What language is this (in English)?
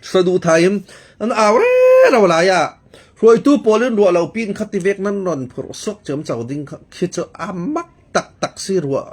Falam Chin